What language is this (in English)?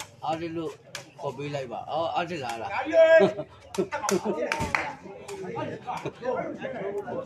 Burmese